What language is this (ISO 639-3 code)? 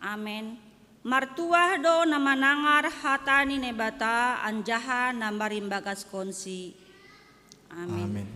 bts